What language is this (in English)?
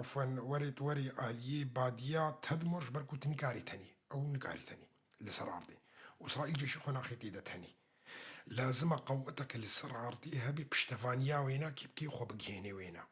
Kurdish